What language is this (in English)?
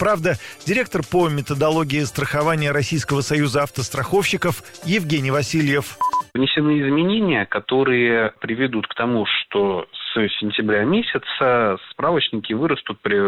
Russian